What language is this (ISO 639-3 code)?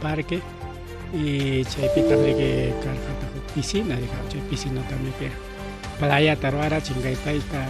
quy